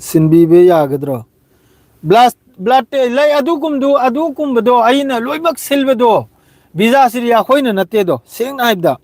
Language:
Manipuri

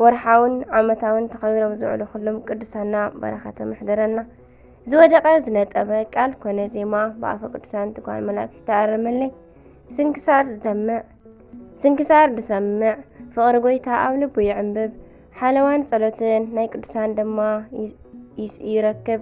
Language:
Tigrinya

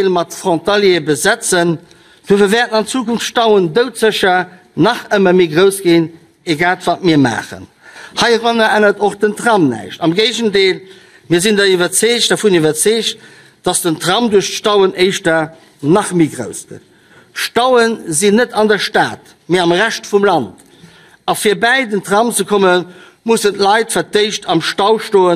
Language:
Luxembourgish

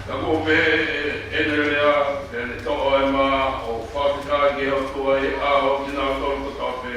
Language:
Tongan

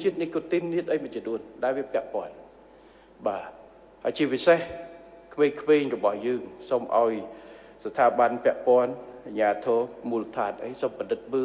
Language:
Khmer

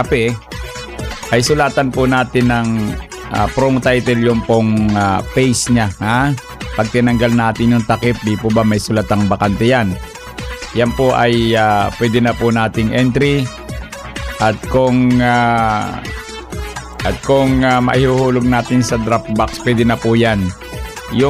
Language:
Filipino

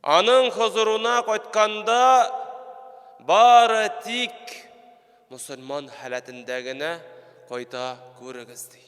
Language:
Tatar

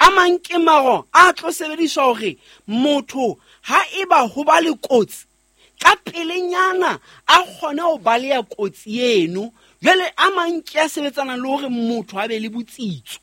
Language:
Southern Sotho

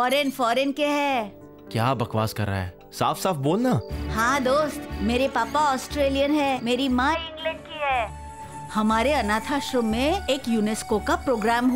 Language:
Hindi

